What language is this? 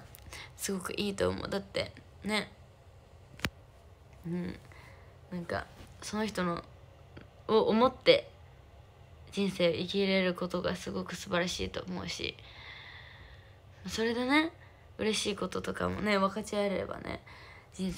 Japanese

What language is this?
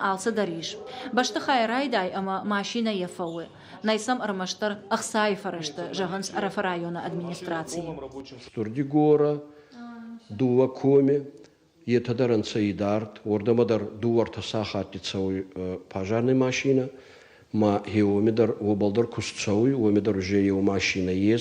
Ossetic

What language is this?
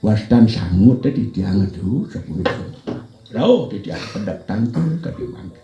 Balinese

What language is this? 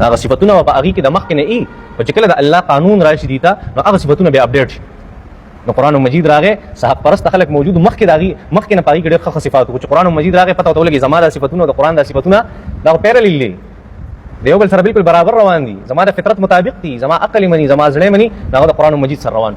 Pashto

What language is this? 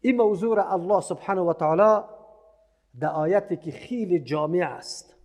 Persian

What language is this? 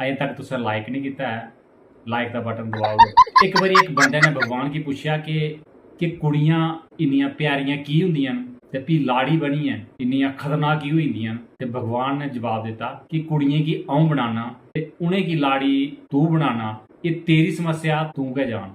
Dogri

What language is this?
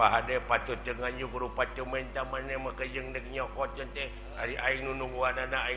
Sundanese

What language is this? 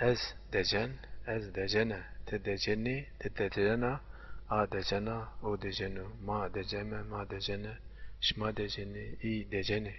Zaza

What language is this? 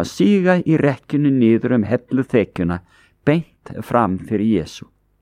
Icelandic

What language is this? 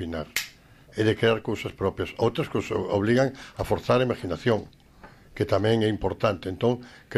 Galician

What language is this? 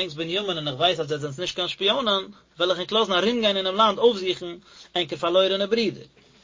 Yiddish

